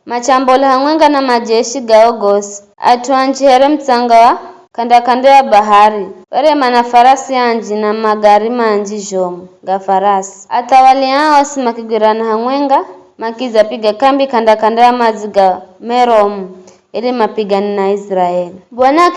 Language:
Giryama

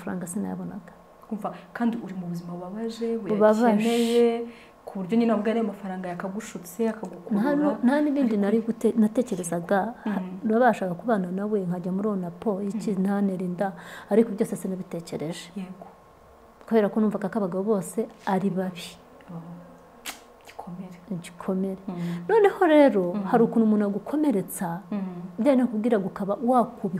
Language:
Kinyarwanda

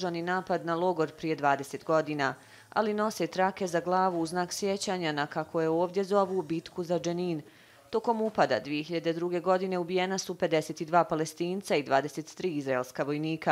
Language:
Croatian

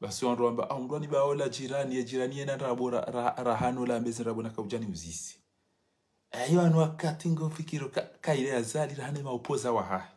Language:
Ngazidja Comorian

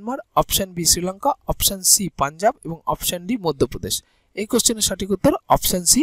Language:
Bangla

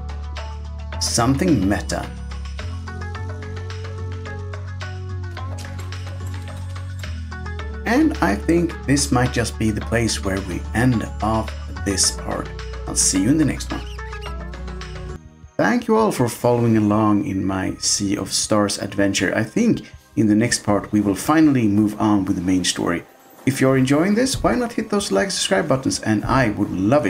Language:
English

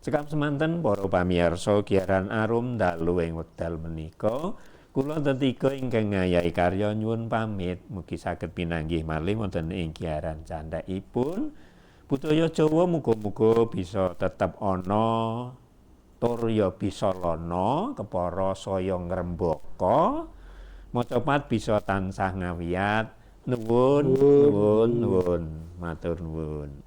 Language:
Javanese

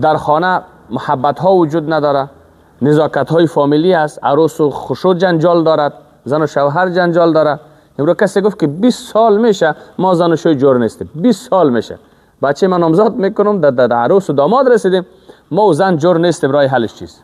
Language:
Persian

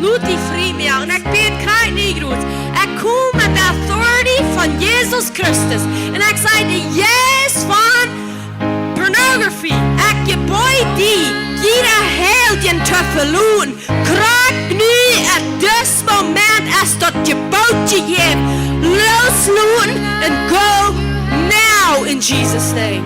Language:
Plautdietsch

